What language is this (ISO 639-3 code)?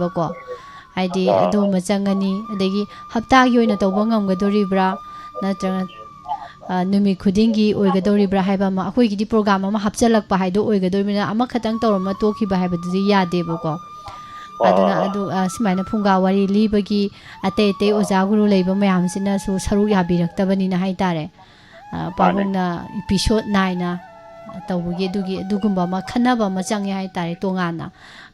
mni